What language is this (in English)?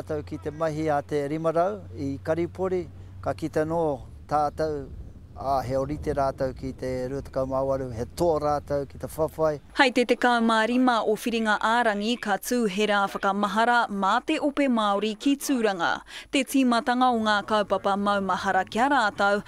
Māori